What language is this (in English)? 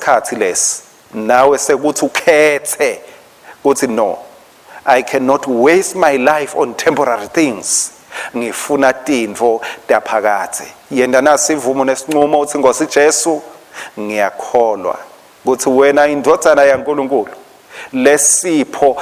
Swati